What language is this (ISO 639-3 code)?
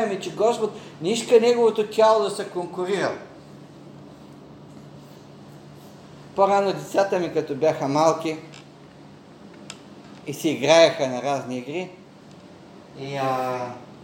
bul